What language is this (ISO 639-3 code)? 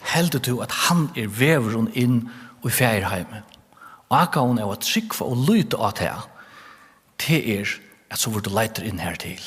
fao